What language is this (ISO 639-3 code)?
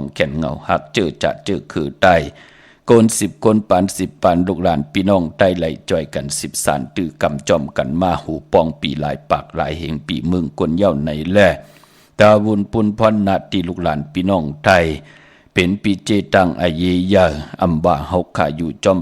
shn